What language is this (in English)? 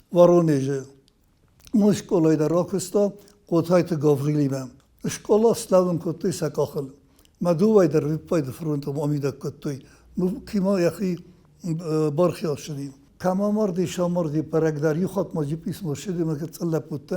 Ossetic